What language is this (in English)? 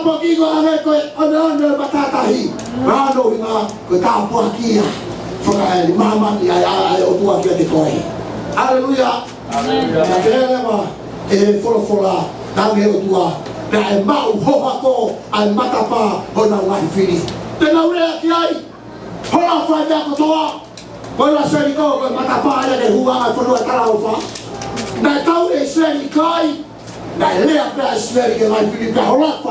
Tongan